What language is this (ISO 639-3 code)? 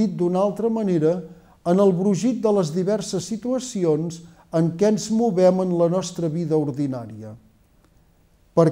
cat